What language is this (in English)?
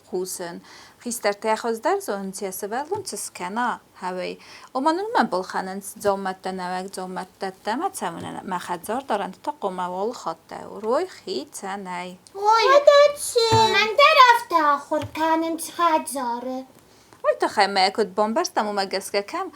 Ossetic